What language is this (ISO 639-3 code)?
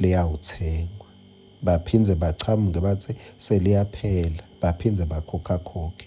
ssw